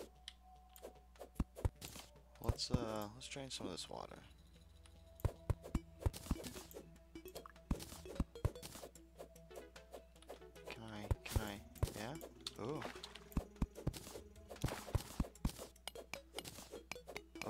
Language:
English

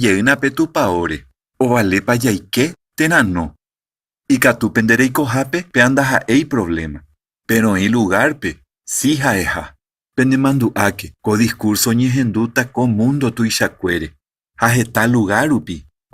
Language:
Guarani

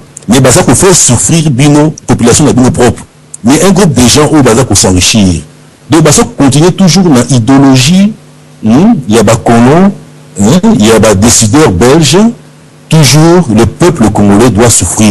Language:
Lingala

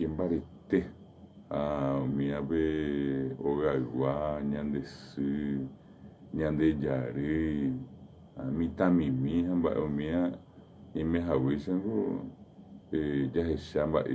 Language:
Guarani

